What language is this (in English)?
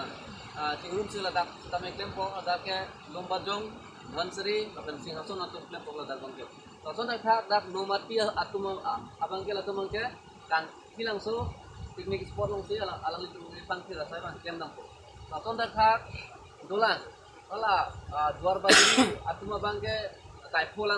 Karbi